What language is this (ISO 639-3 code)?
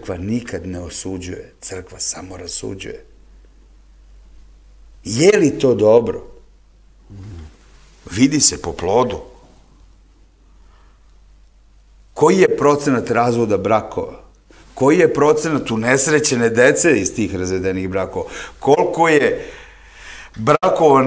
srp